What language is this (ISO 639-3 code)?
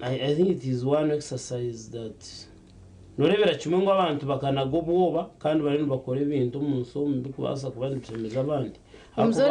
nyn